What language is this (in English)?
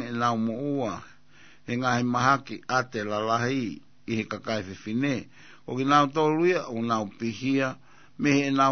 Tongan